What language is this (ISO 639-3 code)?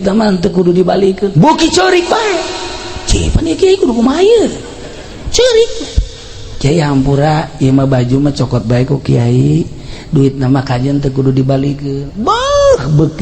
sun